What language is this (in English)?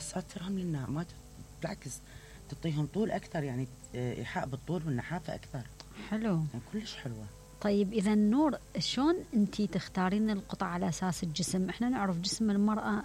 Mesopotamian Arabic